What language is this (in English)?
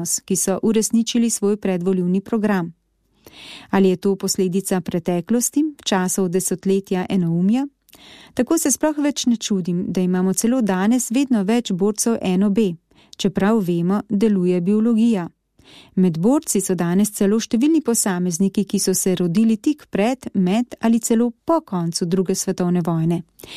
Slovenian